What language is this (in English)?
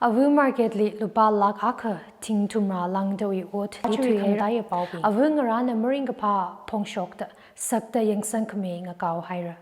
Tangkhul Naga (India)